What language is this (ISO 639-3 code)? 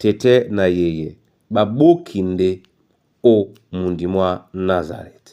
dua